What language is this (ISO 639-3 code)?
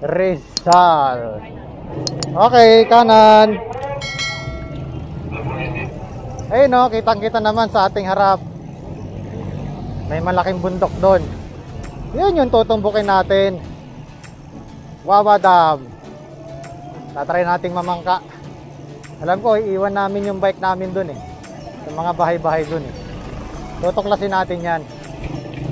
fil